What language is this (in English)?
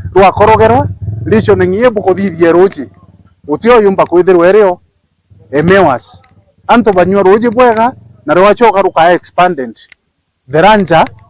Meru